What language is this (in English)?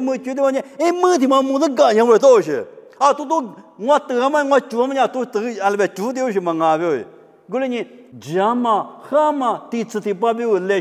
Lisu